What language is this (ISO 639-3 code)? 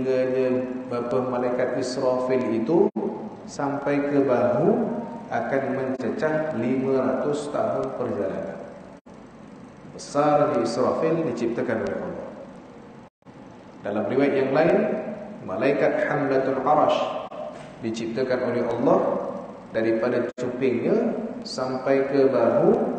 msa